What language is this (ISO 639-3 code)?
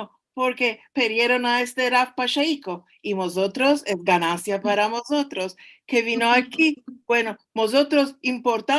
lad